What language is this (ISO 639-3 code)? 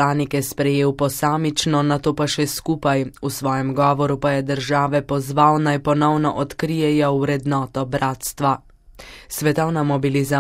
slv